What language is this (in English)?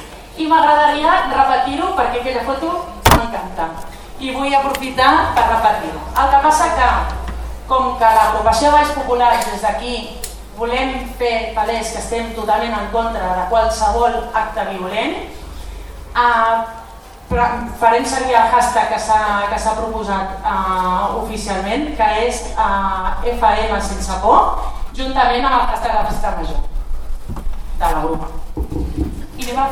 Catalan